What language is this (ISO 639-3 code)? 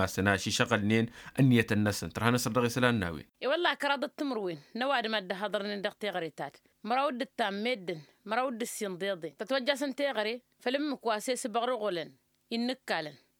taq